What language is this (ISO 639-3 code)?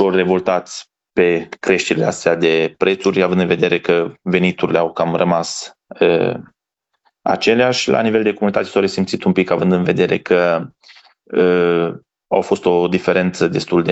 ron